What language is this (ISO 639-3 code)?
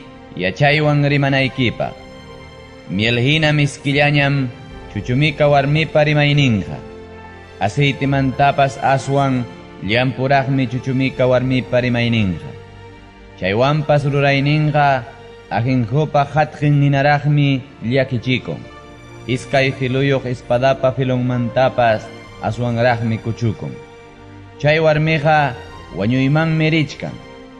quy